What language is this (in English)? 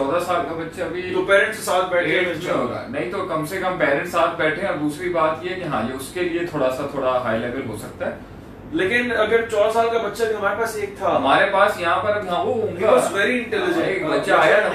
Urdu